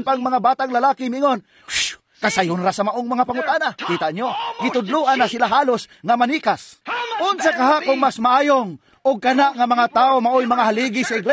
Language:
Cebuano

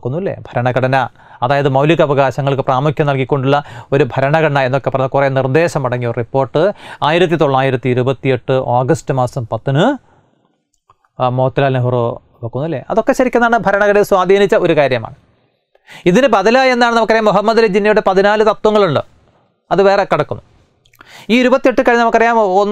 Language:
Malayalam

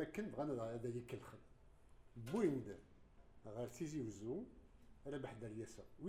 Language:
Kabyle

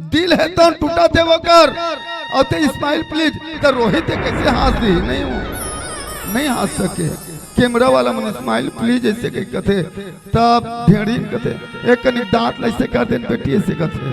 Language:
Chhattisgarhi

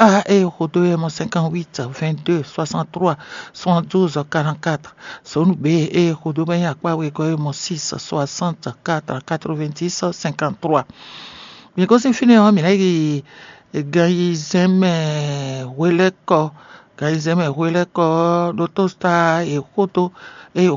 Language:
Fon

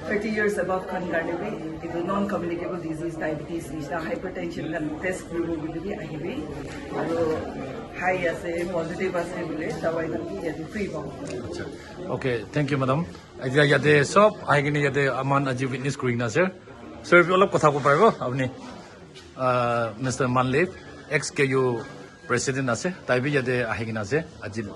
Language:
Naga Pidgin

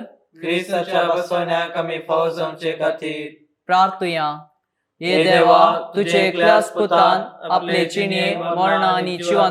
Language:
Konkani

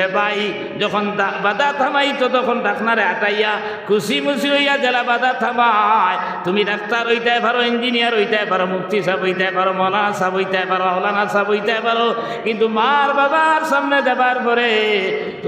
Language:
Sylheti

